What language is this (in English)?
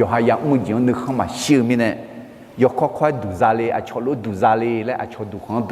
Akha